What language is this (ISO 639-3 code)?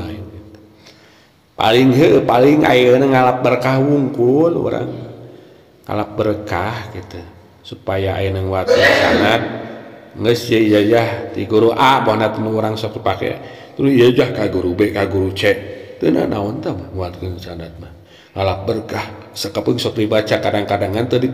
sun